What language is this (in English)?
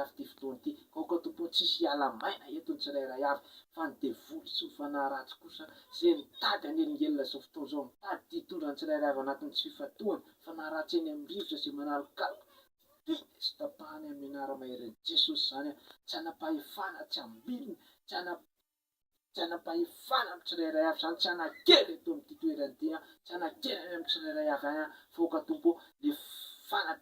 Malagasy